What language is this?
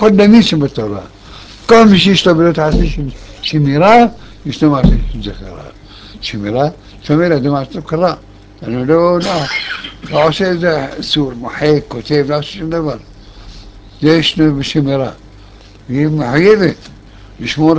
Hebrew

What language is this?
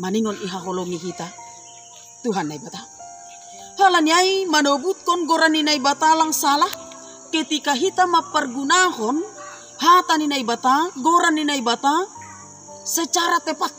Batak Simalungun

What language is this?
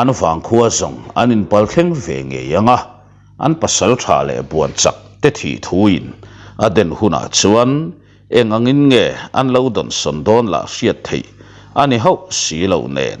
Mizo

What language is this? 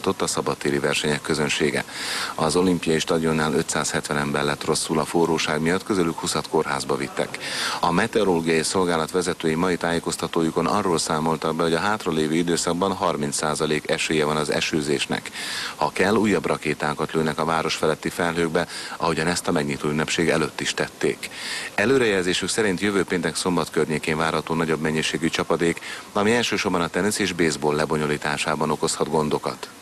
Hungarian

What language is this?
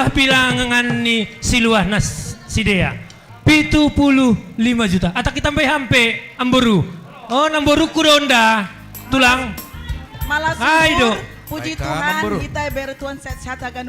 Batak Simalungun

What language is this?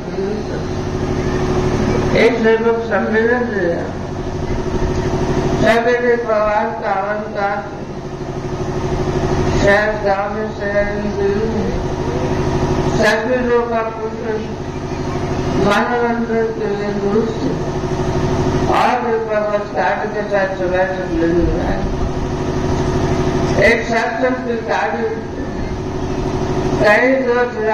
Marathi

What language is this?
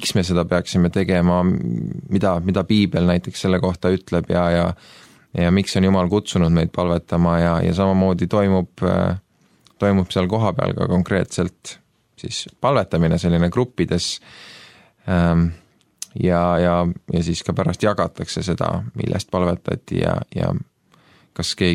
Estonian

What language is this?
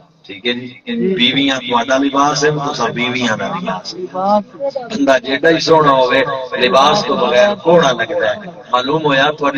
Saraiki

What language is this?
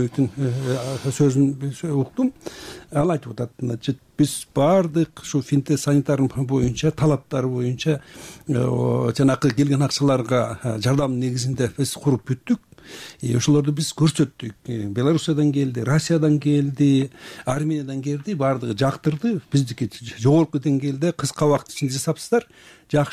Kyrgyz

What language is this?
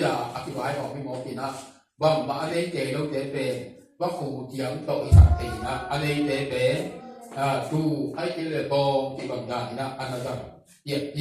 Tedim Chin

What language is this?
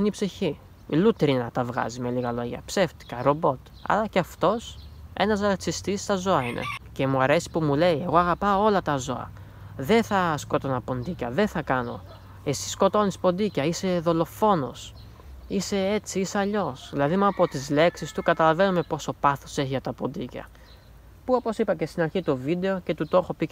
Greek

